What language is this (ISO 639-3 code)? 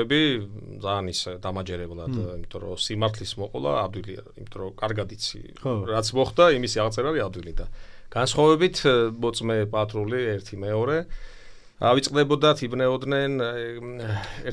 kat